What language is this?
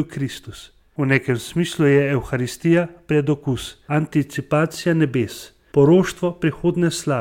Slovenian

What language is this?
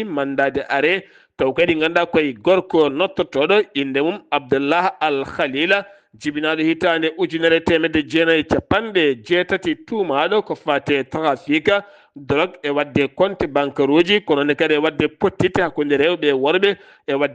Fula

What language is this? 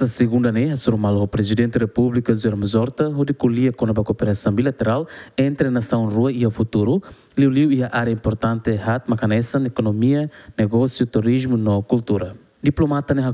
Tetum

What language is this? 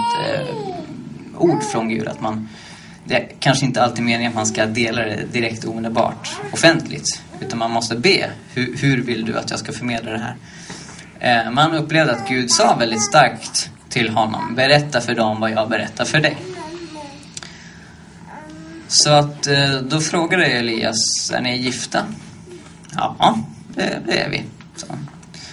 Swedish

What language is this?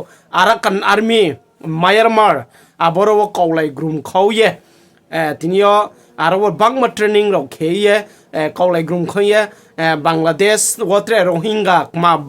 Riang (India)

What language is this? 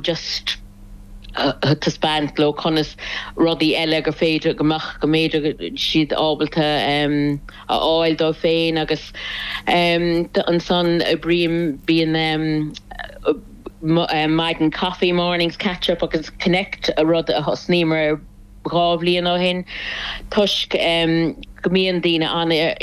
Irish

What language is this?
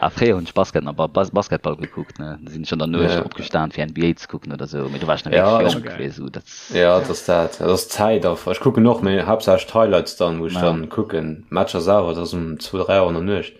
Luxembourgish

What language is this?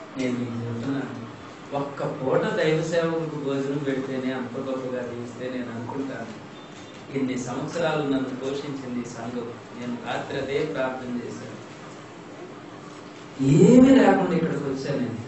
Telugu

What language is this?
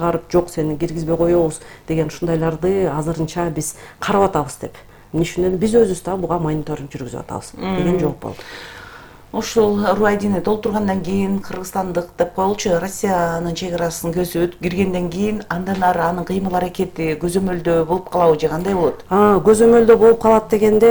Kyrgyz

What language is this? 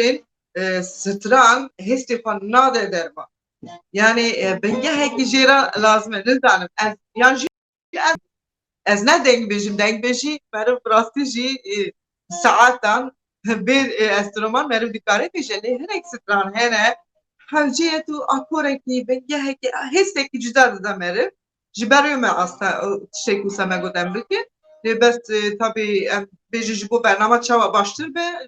Kurdish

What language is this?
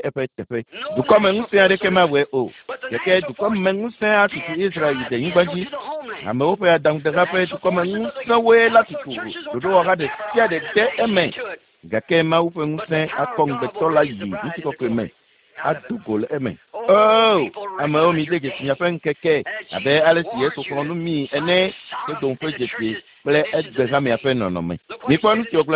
Ewe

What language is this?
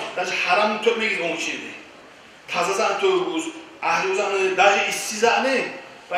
Kumyk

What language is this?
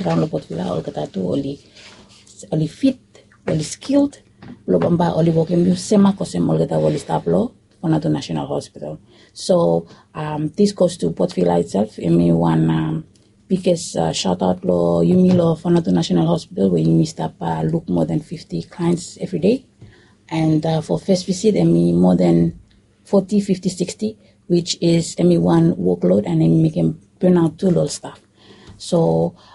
Bislama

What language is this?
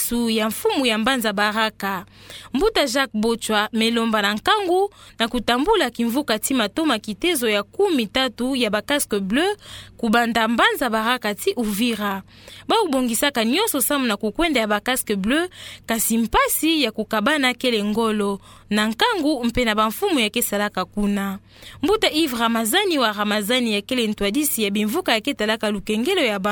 Kituba (Democratic Republic of Congo)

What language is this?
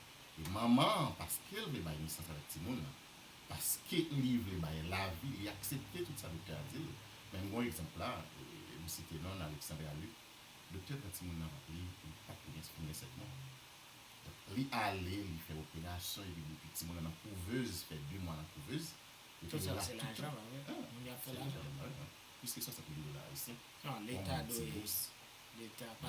Haitian Creole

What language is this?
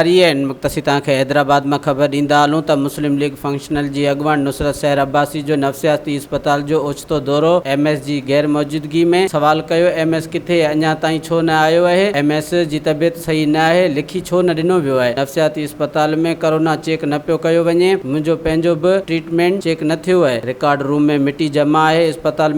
Sindhi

